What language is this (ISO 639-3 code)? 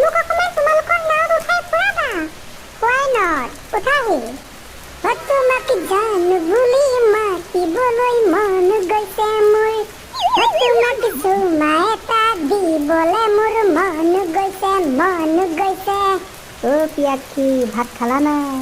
asm